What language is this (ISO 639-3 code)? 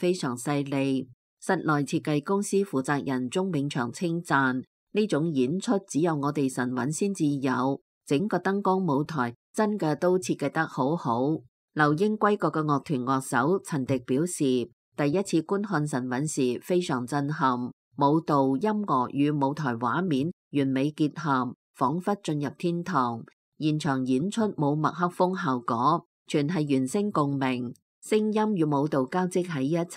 yue